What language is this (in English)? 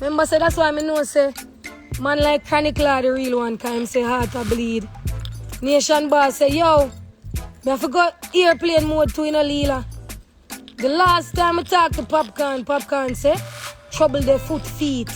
Jamaican Creole English